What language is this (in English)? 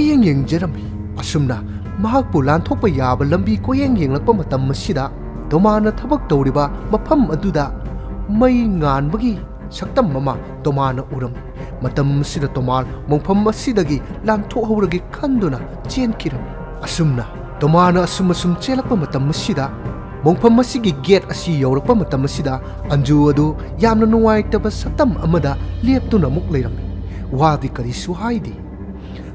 Manipuri